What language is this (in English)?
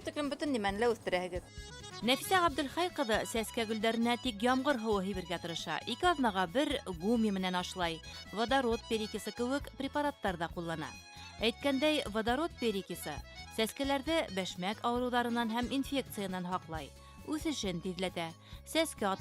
Bashkir